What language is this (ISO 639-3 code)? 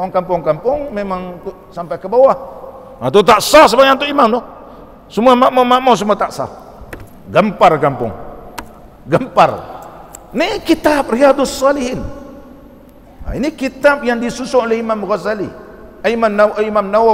msa